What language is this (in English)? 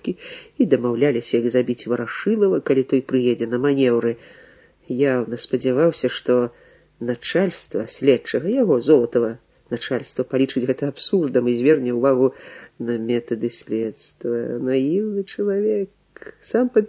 Belarusian